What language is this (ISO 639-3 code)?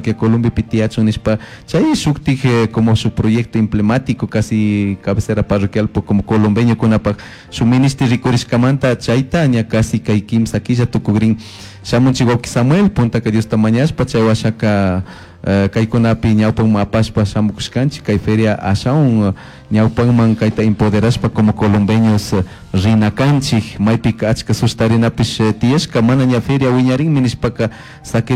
qug